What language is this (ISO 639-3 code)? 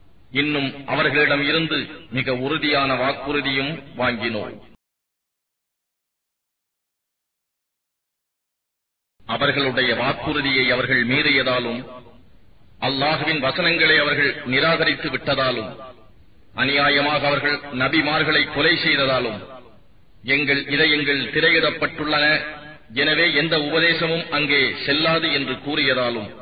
tam